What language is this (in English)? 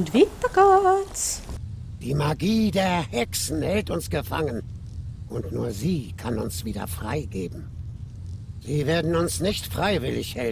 Swiss German